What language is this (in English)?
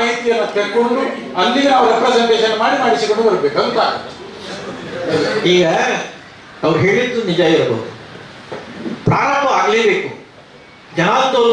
Kannada